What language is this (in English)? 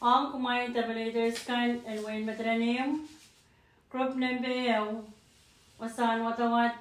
Pohnpeian